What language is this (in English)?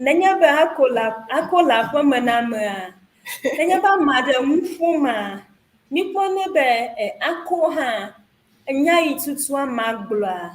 Ewe